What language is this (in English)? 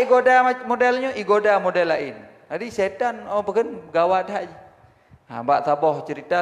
Achinese